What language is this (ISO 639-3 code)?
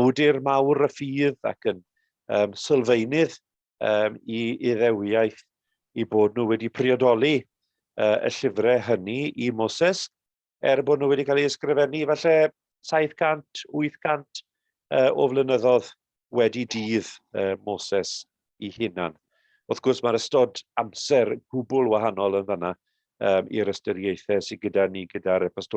cym